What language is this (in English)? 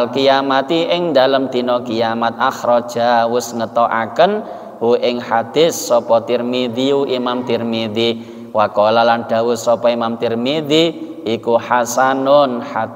Javanese